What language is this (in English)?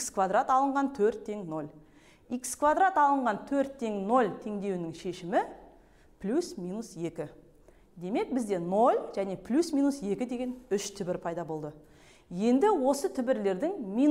Kazakh